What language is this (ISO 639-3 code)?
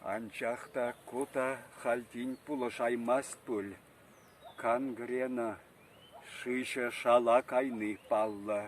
chv